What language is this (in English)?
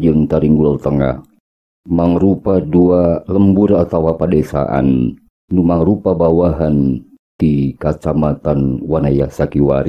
Sundanese